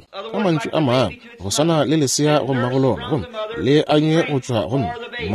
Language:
Northern Sotho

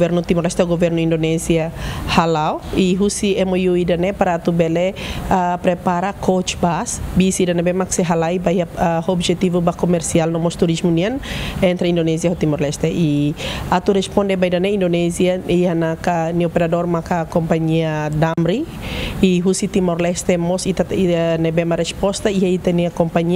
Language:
Tetum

